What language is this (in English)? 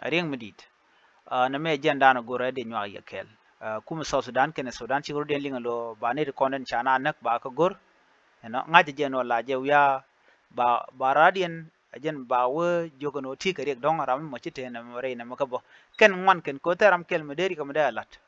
Nuer